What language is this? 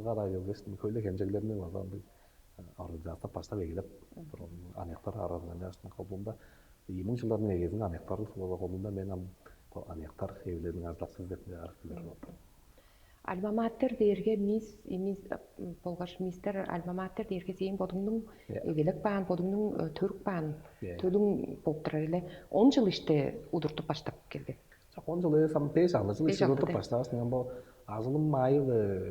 Tuvinian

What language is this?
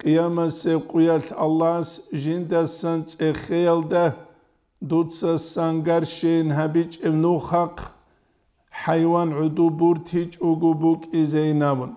Avaric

